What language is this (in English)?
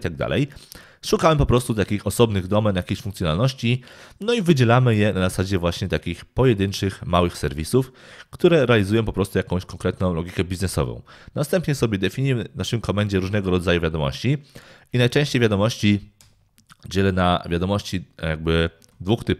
Polish